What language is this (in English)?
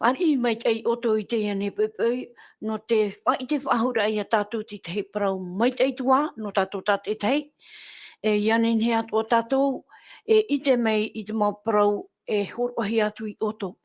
Tahitian